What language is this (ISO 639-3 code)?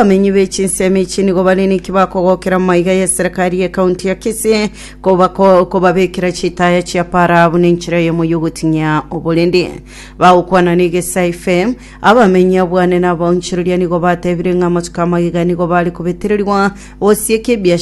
guz